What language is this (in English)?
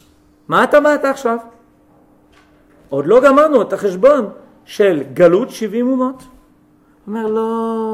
Hebrew